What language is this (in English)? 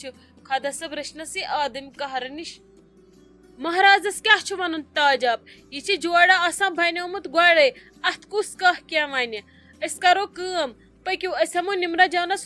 Kashmiri